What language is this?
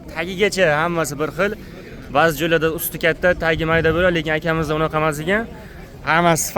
Uzbek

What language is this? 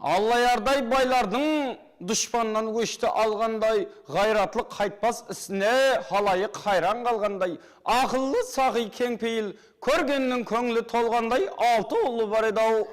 Kara-Kalpak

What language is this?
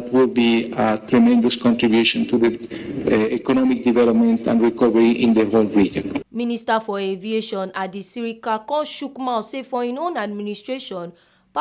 Nigerian Pidgin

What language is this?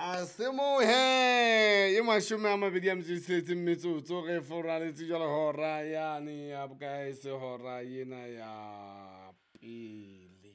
Southern Sotho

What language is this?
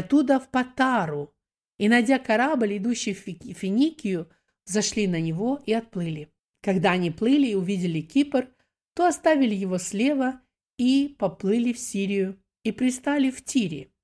Russian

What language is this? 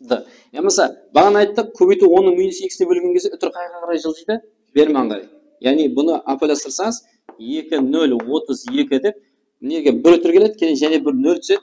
Kara-Kalpak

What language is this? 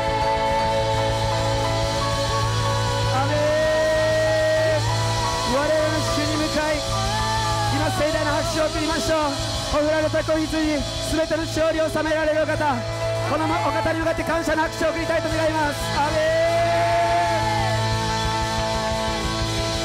Japanese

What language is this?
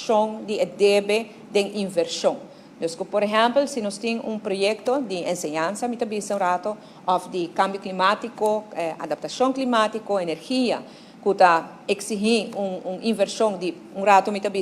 Papiamento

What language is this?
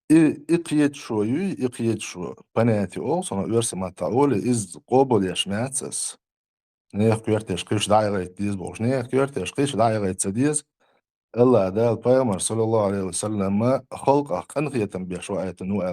Chechen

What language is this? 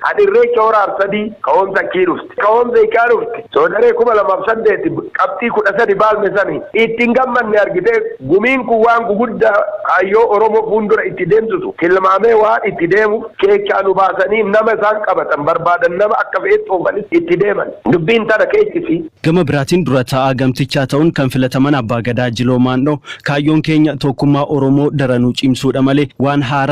Oromo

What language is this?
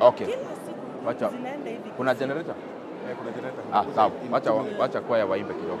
Gusii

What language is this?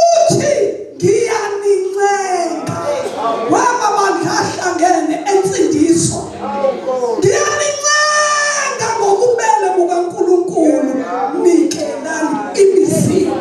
Zulu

